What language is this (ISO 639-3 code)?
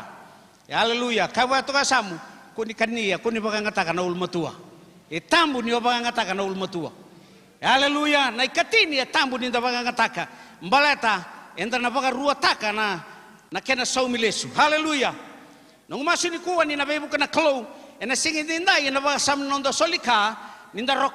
fij